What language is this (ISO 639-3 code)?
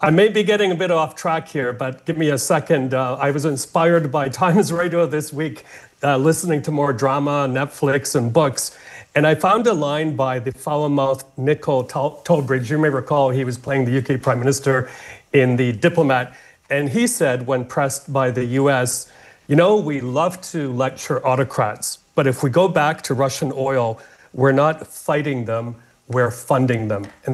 eng